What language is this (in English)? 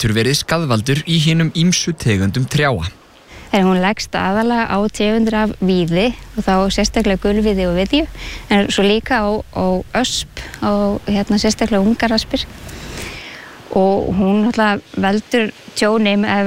Icelandic